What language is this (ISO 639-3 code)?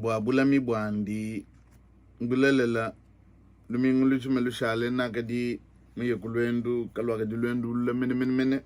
lua